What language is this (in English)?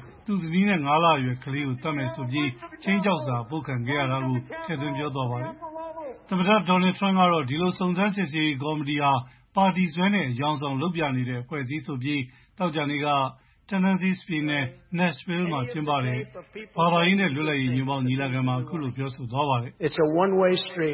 Burmese